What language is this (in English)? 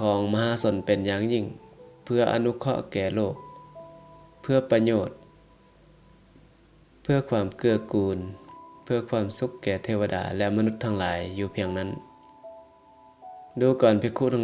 Lao